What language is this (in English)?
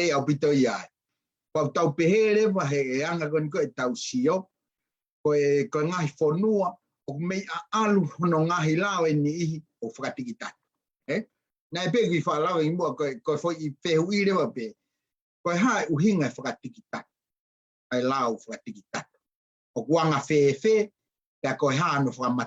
Tongan